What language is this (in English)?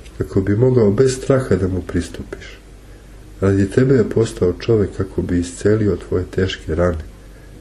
Serbian